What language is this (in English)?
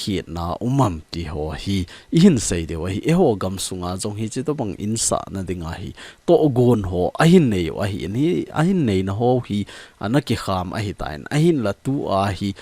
Thado Chin